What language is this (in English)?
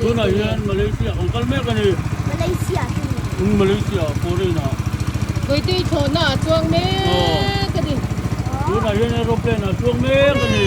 Mizo